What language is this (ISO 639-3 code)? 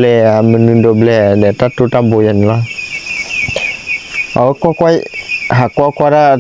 ksw